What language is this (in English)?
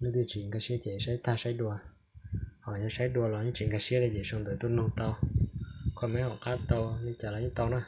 Hmong